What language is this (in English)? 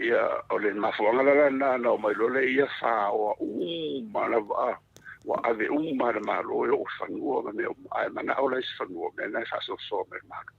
Samoan